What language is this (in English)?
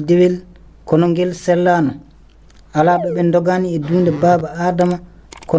Fula